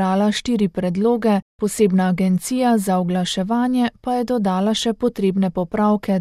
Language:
Slovenian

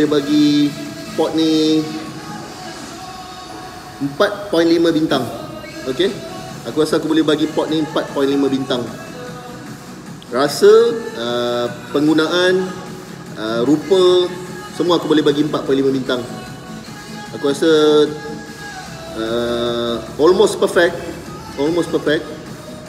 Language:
Malay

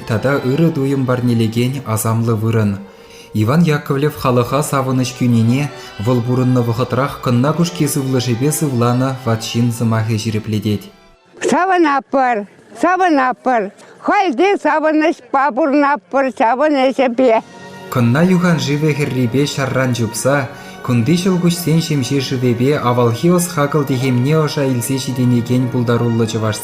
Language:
Chuvash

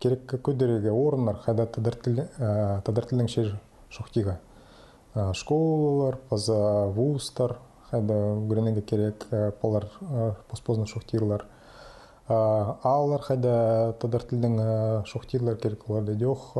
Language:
Khakas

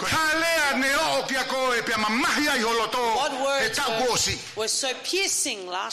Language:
Tongan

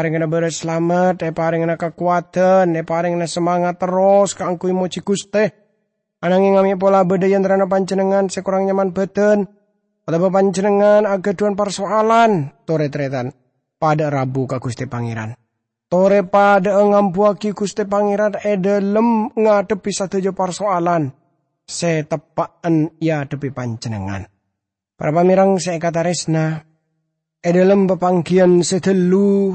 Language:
Madurese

